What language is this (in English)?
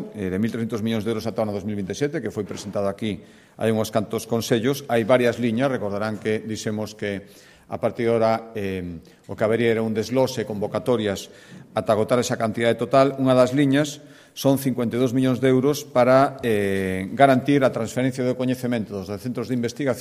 Galician